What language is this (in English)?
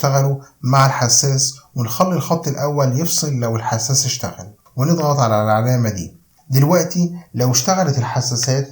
Egyptian Arabic